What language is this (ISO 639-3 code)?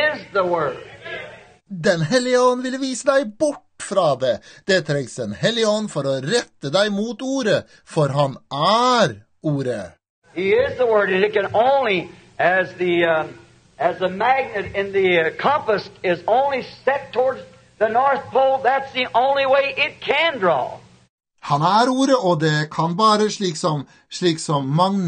nor